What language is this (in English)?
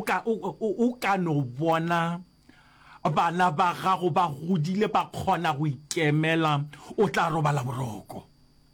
Northern Sotho